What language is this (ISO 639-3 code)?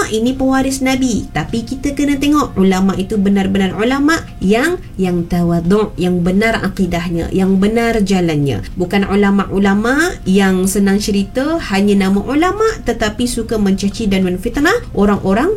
msa